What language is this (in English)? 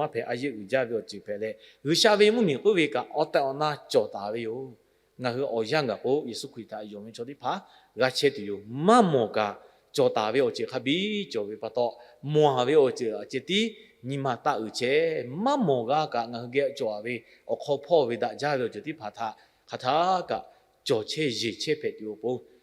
Lahu